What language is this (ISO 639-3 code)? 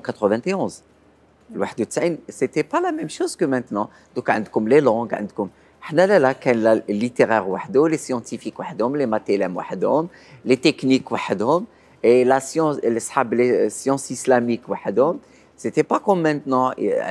arq